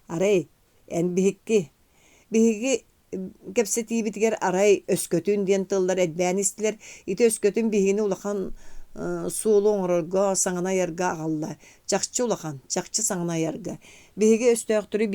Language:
Yakut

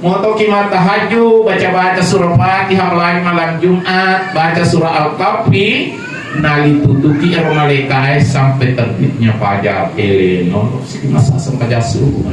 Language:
Buginese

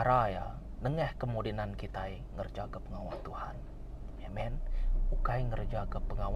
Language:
Iban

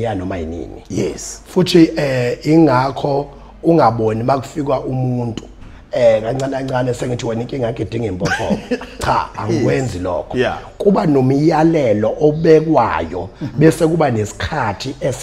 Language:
Zulu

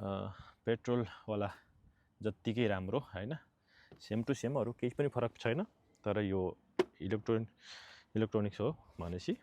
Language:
Nepali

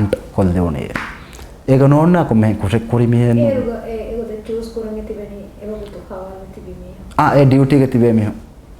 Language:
Divehi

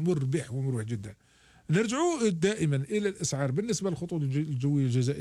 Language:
Algerian Arabic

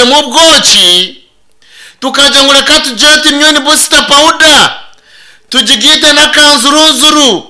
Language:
Nyankole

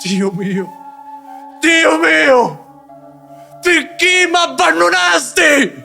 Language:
Sicilian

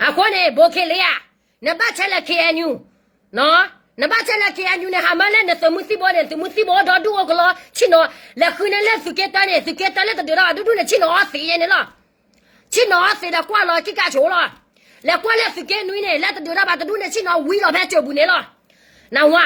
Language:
S'gaw Karen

